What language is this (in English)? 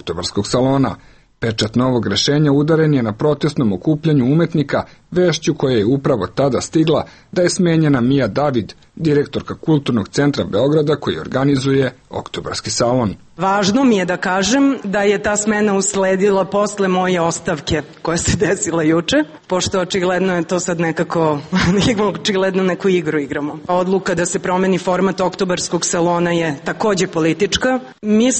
Serbian